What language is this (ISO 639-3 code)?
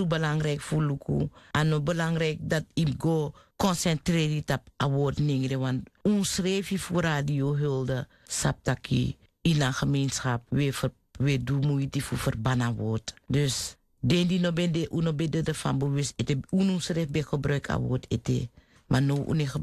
srn